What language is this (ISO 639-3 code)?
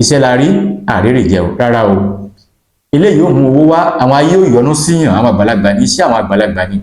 yor